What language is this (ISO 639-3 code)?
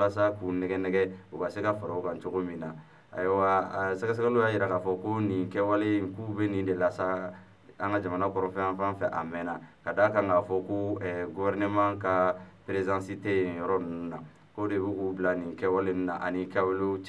bam